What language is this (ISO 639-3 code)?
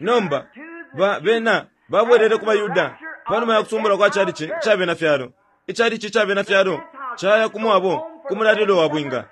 bem